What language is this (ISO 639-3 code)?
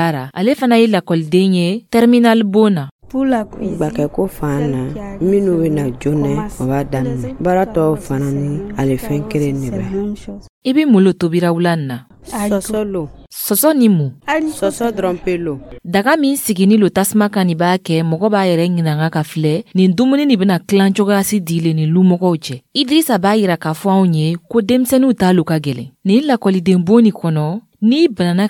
dyu